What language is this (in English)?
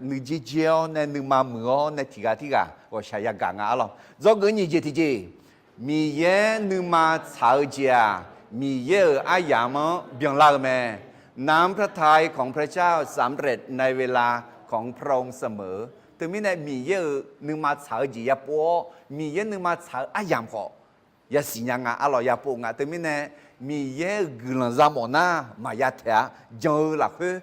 Akha